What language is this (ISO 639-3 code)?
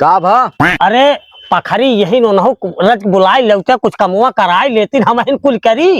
awa